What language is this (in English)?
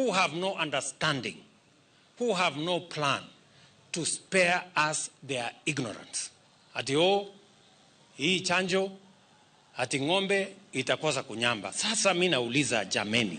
Luo (Kenya and Tanzania)